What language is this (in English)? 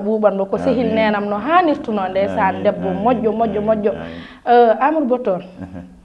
Fula